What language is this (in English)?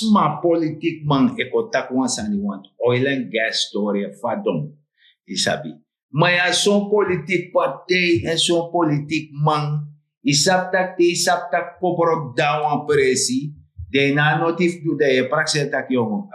Sranan Tongo